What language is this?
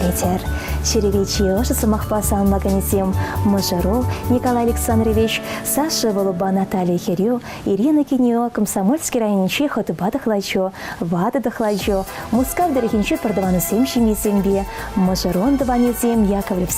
Chuvash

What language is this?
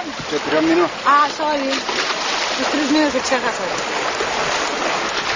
Greek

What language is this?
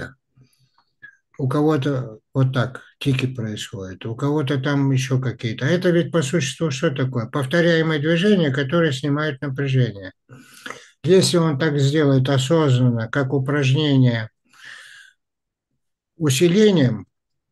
Russian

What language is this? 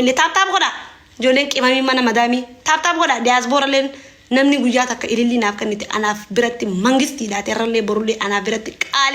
Oromo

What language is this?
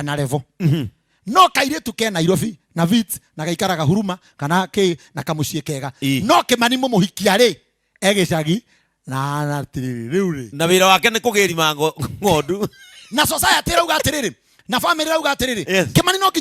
Kikuyu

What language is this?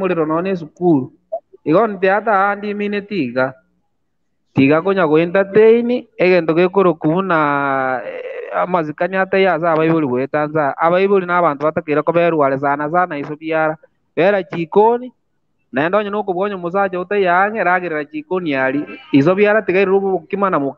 Gusii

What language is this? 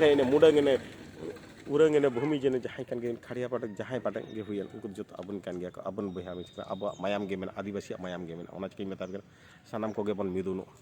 Santali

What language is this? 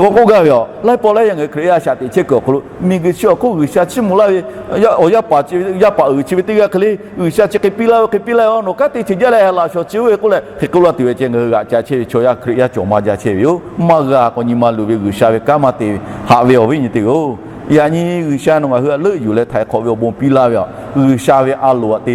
Lahu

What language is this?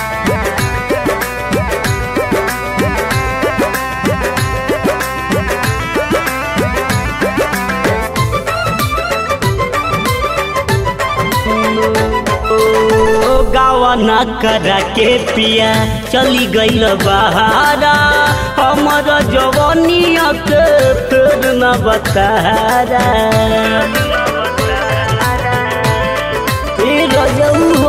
Bhojpuri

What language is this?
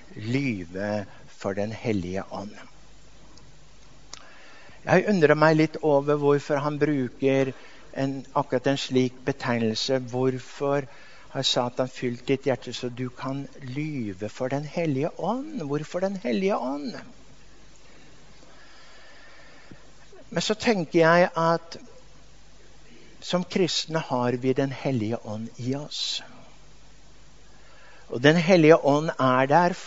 Norwegian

